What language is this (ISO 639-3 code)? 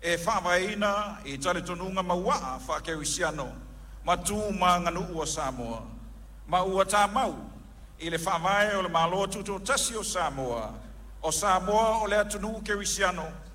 smo